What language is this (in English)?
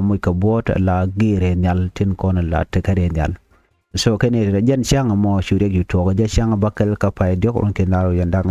Nuer